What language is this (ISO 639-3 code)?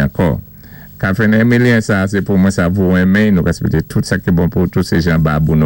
acf